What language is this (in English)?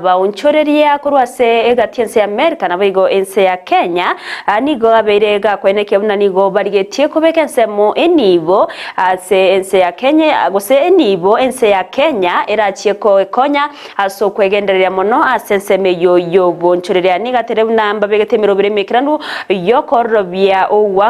Gusii